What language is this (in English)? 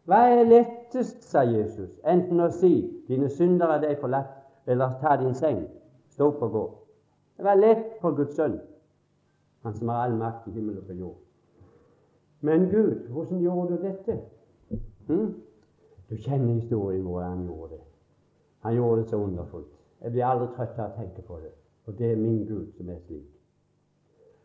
Norwegian